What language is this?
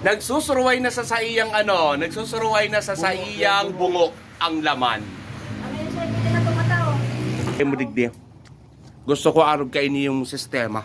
Bikol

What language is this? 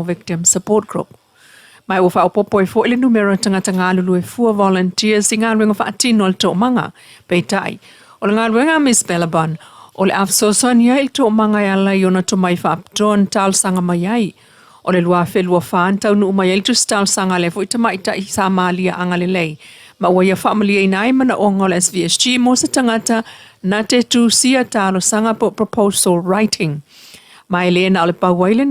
Samoan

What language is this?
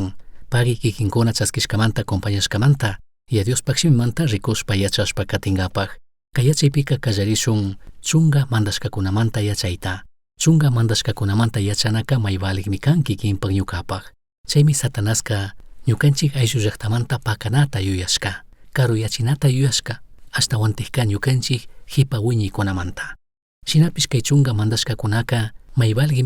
Chimborazo Highland Quichua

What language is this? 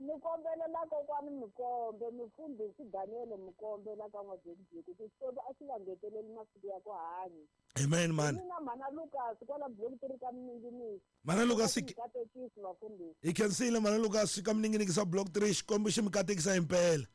Tsonga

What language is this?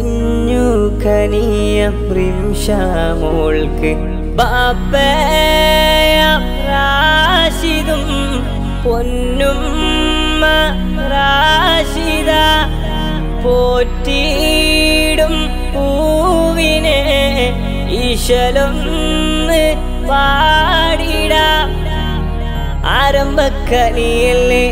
Malayalam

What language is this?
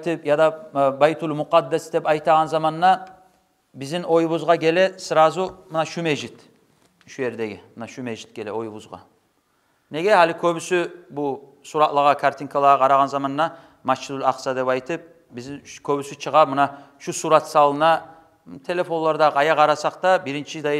Kumyk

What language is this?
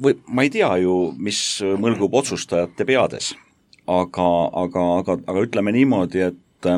Estonian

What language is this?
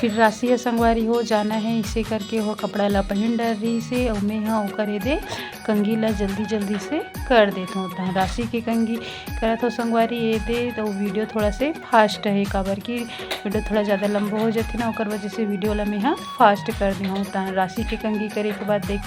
Chhattisgarhi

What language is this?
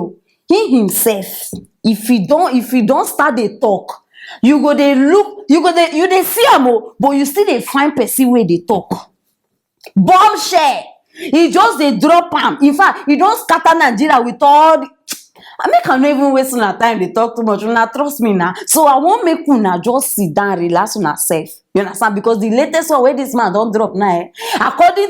Nigerian Pidgin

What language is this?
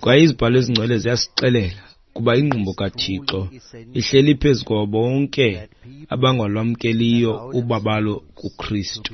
Xhosa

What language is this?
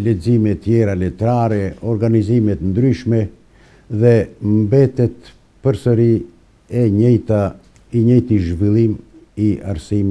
Albanian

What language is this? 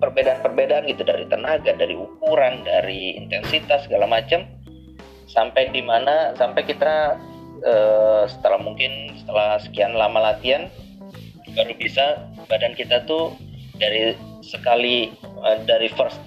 Indonesian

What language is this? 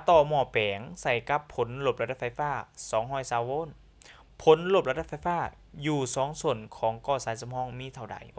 Lao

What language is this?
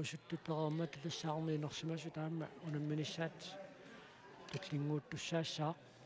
Kalaallisut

